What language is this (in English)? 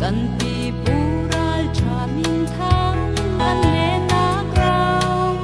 Hakha Chin